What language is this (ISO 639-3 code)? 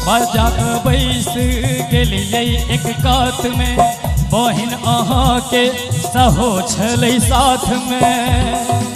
mai